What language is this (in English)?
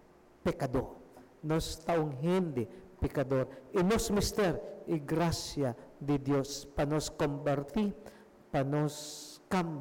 Papiamento